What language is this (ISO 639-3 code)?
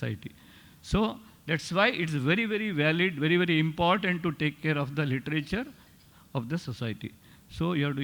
kok